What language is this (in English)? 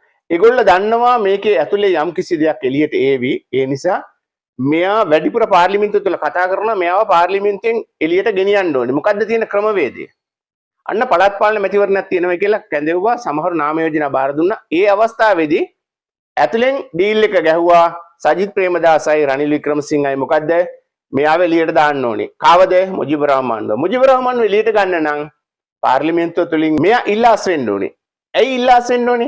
Sinhala